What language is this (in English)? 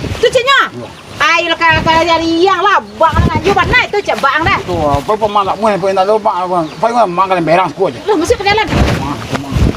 Minangkabau